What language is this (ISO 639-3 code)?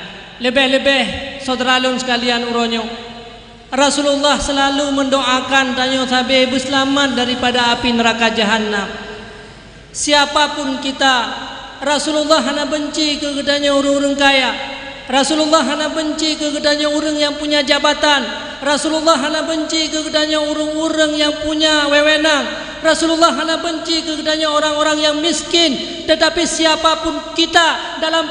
ace